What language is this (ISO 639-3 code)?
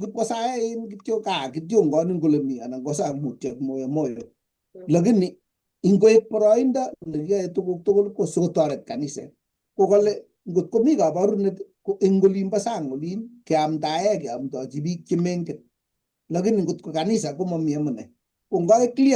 kln